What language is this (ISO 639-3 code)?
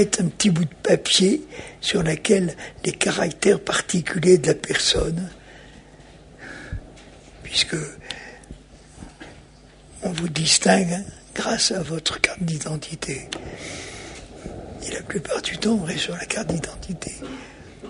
fra